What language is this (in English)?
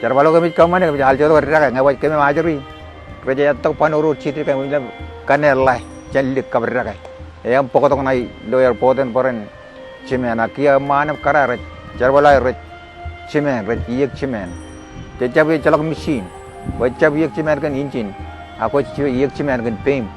Marshallese